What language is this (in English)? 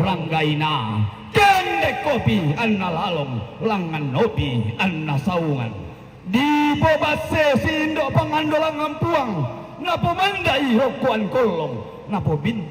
Toraja-Sa'dan